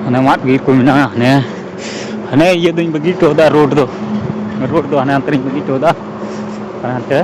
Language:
Santali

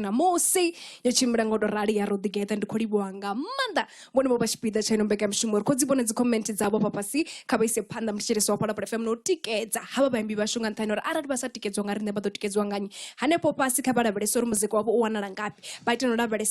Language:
Venda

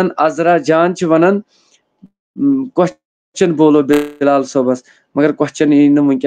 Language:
Kashmiri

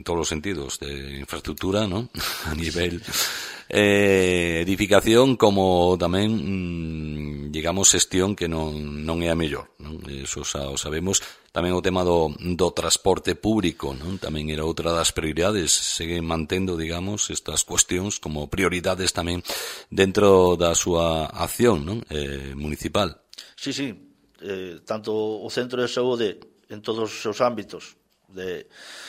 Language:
Galician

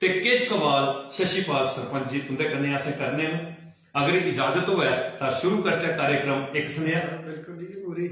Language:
Dogri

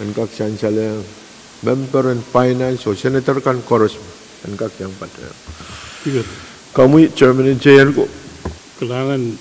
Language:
Pohnpeian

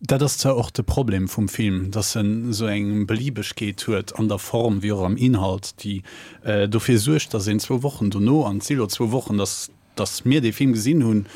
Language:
Luxembourgish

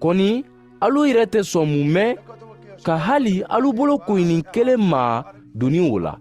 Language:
Mandingo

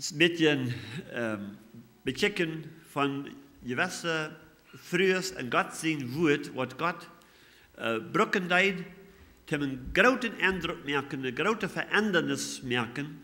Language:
Plautdietsch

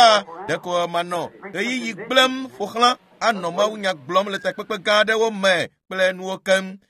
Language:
Ewe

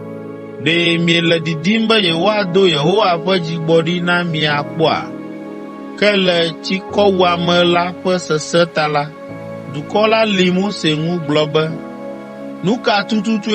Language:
Ewe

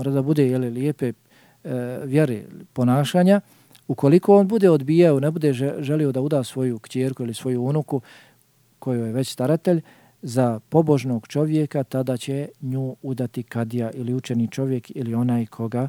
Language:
Bosnian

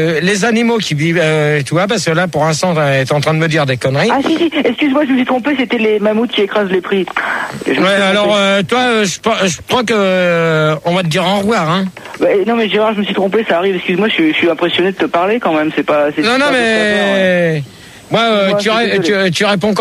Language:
French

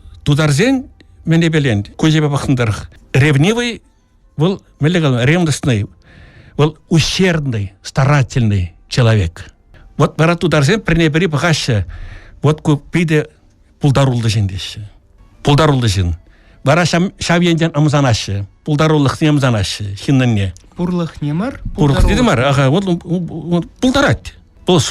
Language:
Chuvash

